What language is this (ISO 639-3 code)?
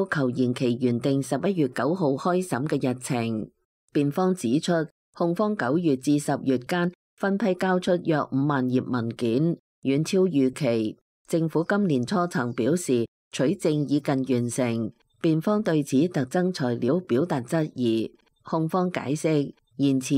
yue